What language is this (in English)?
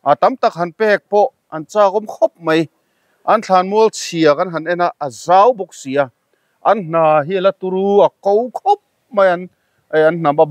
Mizo